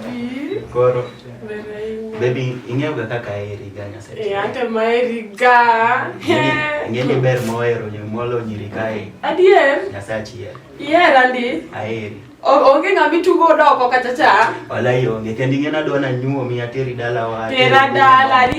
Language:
Luo (Kenya and Tanzania)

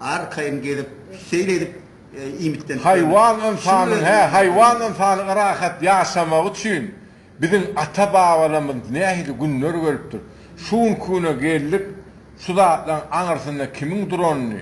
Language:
Turkmen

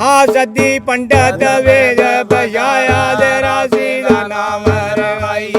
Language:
Dogri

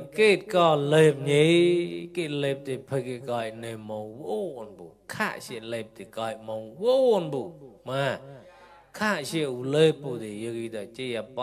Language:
Mon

